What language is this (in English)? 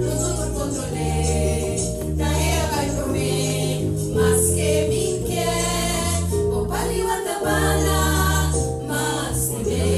Papiamento